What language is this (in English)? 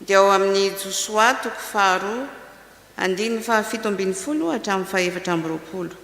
Malagasy